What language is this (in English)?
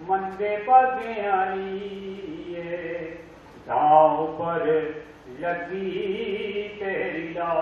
Dogri